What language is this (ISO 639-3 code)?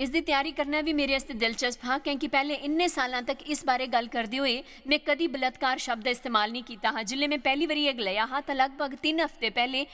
doi